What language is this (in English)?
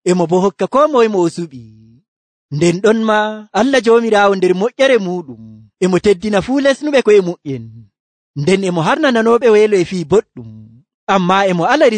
Nigerian Fulfulde